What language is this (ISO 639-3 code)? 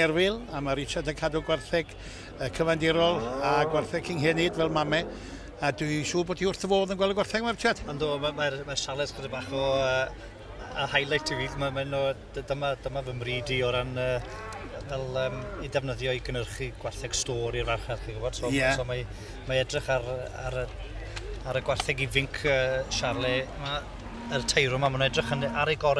cym